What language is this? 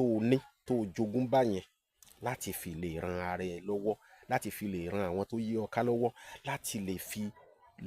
Yoruba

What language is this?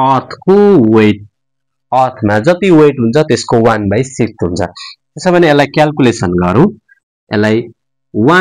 Nepali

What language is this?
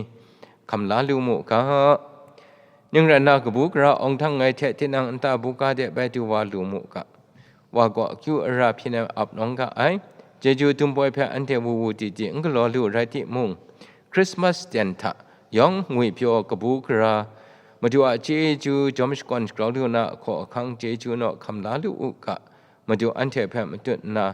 Kachin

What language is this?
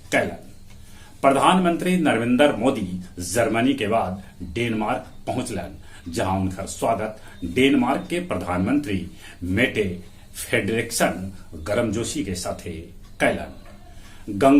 Magahi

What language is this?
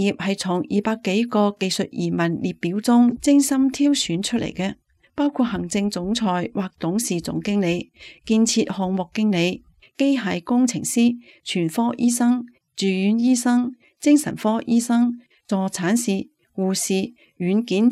Cantonese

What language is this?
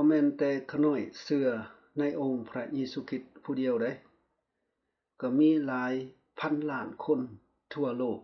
Lao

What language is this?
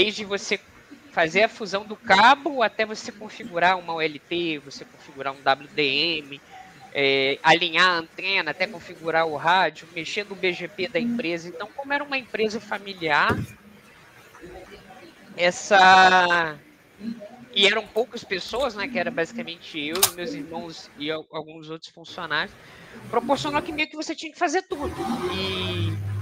Portuguese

